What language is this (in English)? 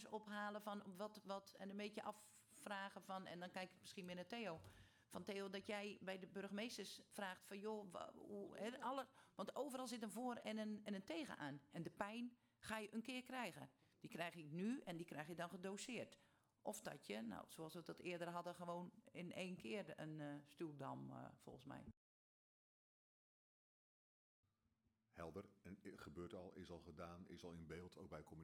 Dutch